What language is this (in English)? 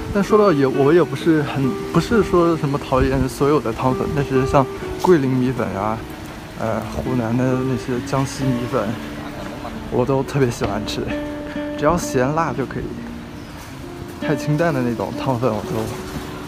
Chinese